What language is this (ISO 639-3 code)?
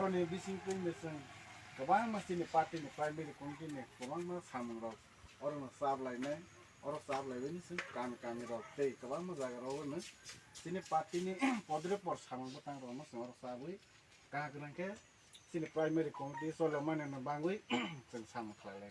trp